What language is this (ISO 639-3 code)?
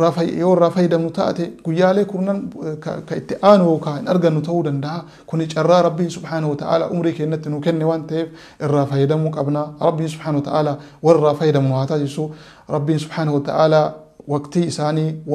orm